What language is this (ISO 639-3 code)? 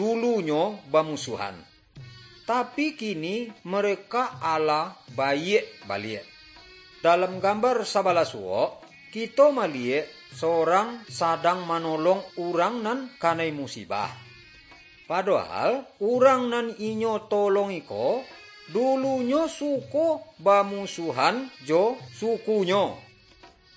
min